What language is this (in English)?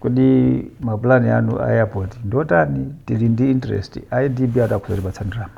Nyanja